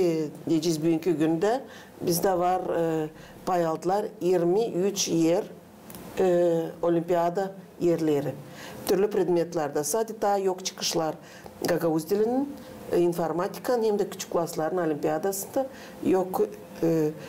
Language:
Gagauz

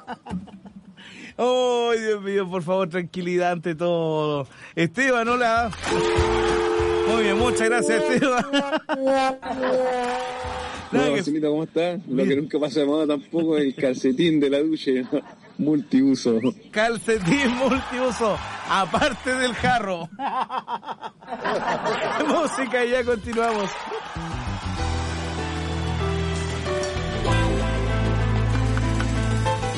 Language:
Spanish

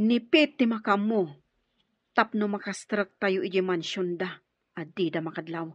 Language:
Iloko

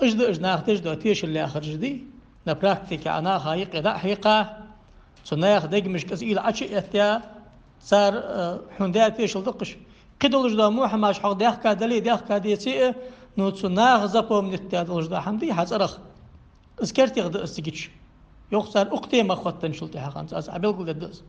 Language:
Ingush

